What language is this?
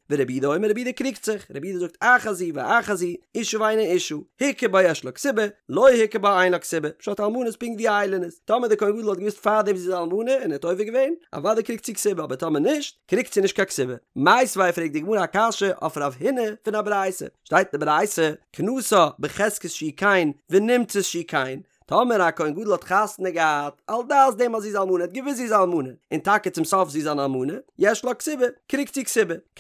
Yiddish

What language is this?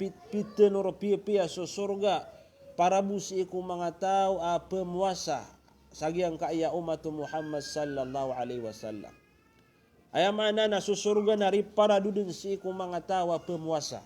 Maranao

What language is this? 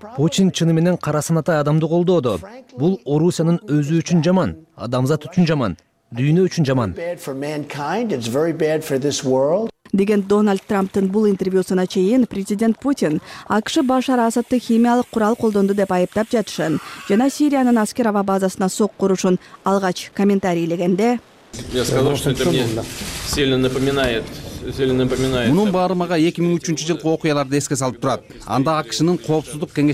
Kyrgyz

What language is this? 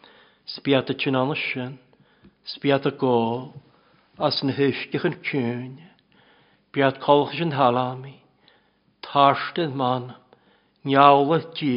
Welsh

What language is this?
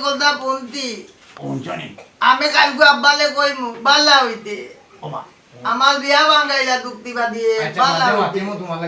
Sylheti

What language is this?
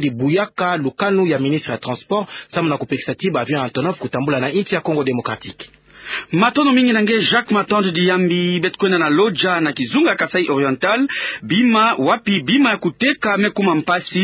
Kituba (Democratic Republic of Congo)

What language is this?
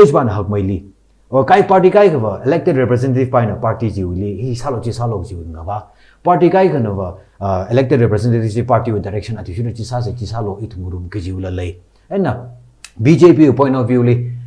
Tangkhul Naga (India)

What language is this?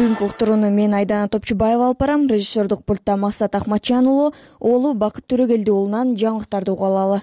Kyrgyz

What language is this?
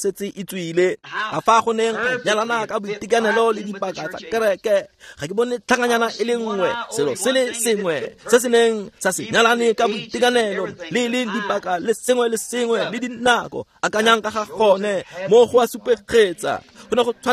Tswana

